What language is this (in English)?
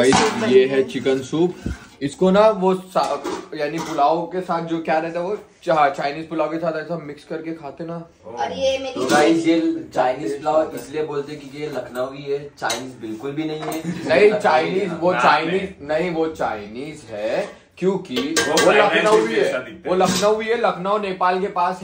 Hindi